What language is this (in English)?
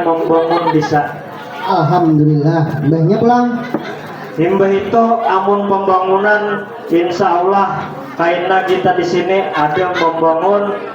Banjar